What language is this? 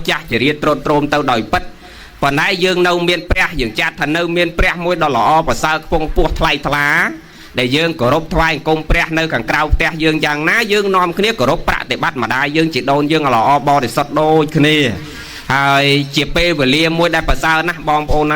Khmer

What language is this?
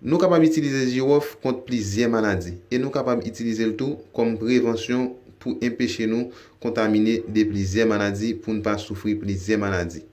Haitian Creole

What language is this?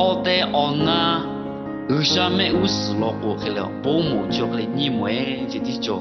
Lahu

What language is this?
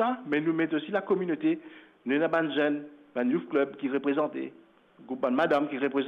Morisyen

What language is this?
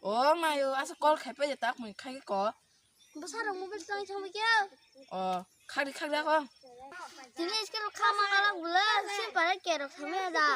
Kok Borok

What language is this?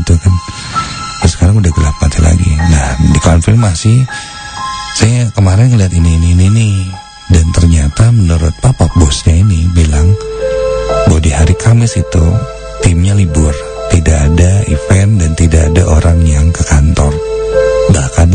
Indonesian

